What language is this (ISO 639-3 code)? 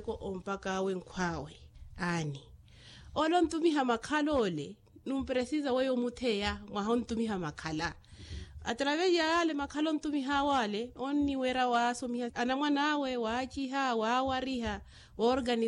vmw